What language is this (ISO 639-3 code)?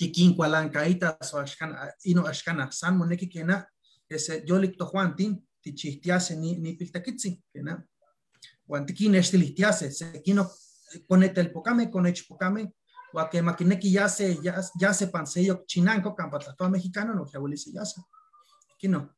nhe